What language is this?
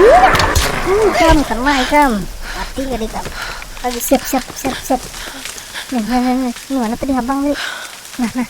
Banjar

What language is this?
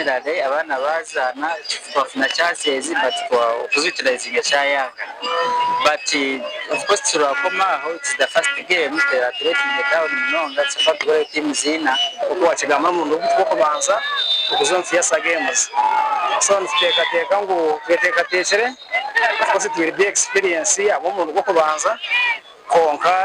Nyankole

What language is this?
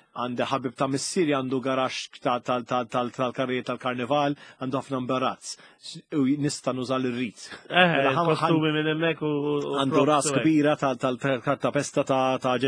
Maltese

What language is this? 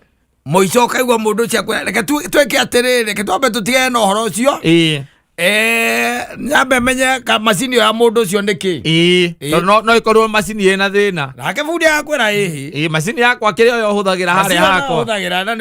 Kikuyu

